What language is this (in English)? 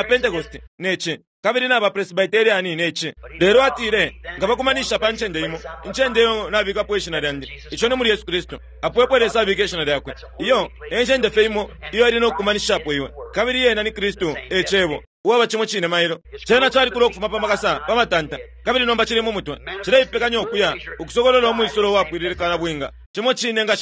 Bemba